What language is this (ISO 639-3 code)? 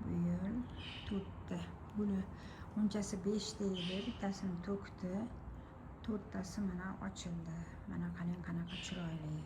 uzb